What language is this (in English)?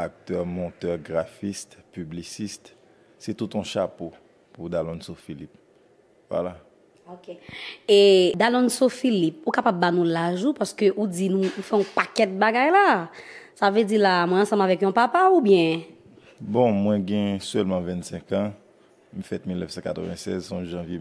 Haitian Creole